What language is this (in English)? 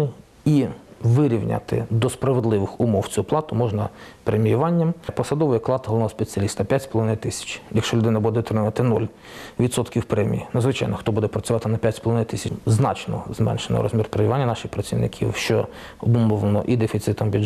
Ukrainian